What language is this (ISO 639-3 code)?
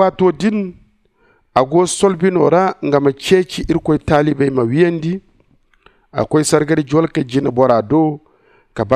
dje